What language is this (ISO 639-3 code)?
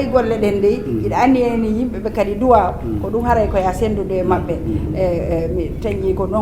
ful